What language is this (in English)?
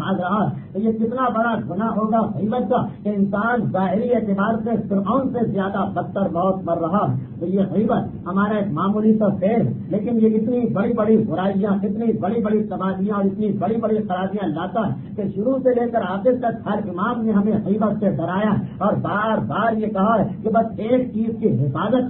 Urdu